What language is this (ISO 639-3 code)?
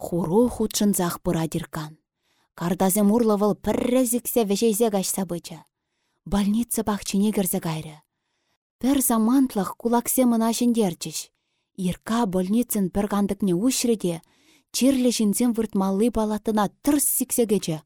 chv